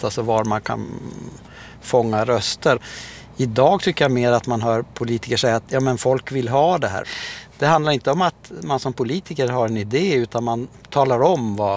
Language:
Swedish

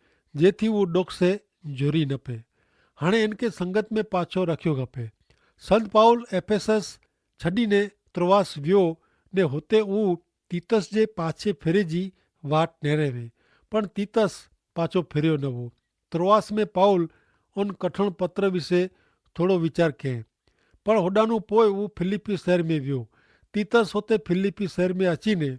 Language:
Kachhi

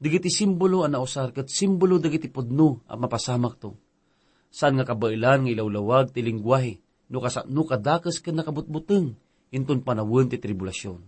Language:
Iloko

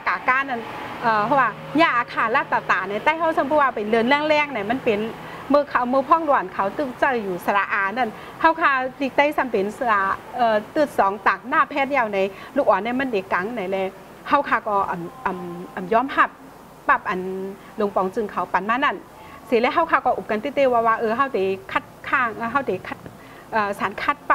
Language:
Shan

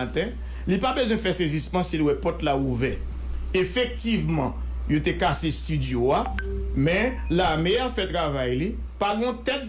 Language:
Haitian Creole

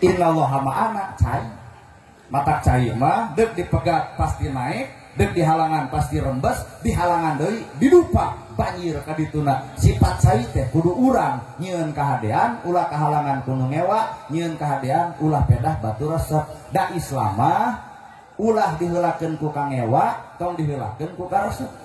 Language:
Sundanese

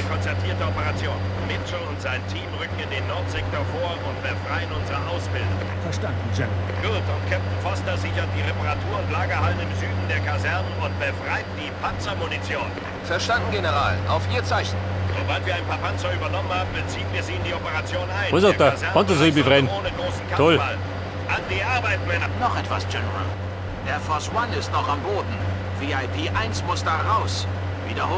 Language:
Bavarian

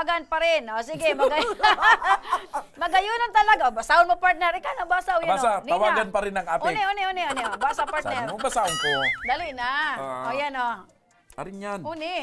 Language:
Bikol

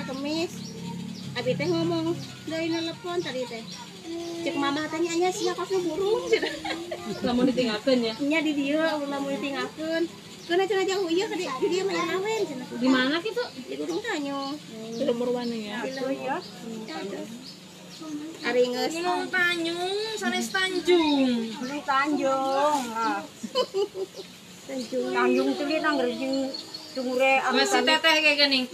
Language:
Sundanese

